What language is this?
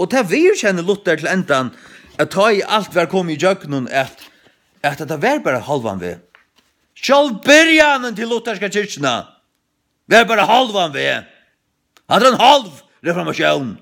Faroese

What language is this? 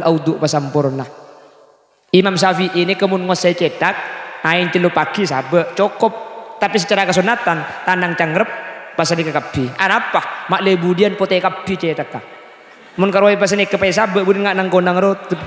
Madurese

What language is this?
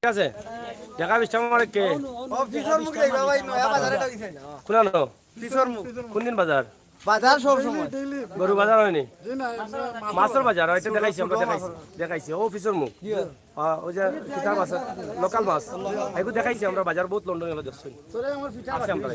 Sylheti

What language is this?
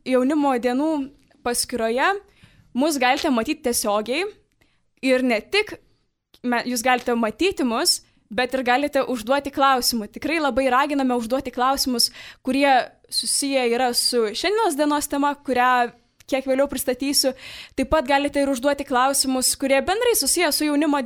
Lithuanian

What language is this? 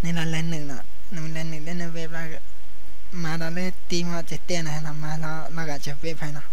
Lao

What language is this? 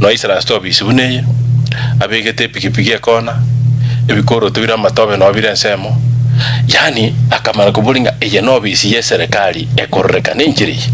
Gusii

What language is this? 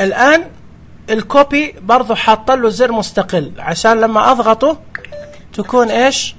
Najdi Arabic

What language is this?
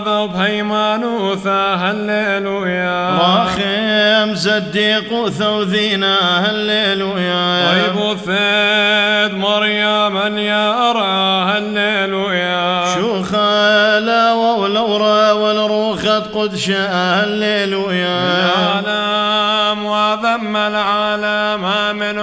Classical Syriac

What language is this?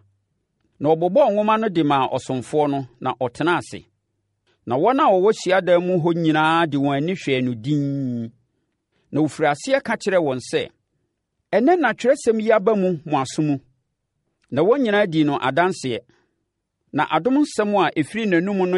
Akan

